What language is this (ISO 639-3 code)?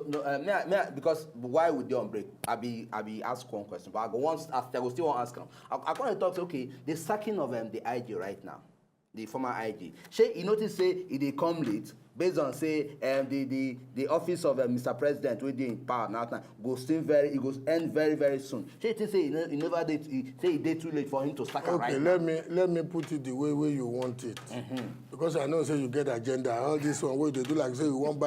pcm